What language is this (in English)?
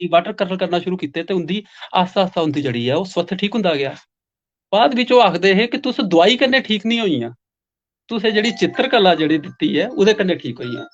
Dogri